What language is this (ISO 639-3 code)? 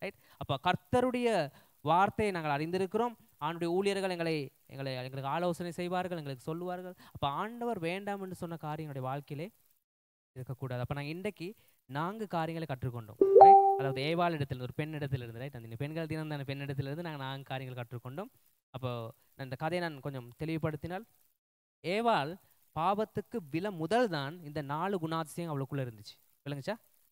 tam